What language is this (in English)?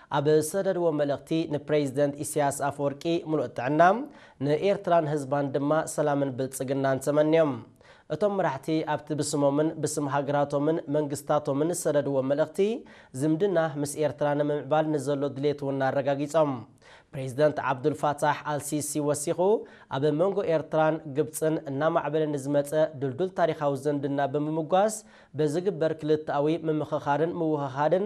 Tigrinya